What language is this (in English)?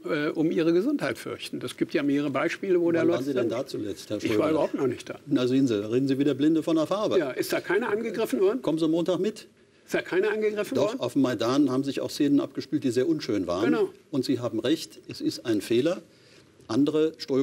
German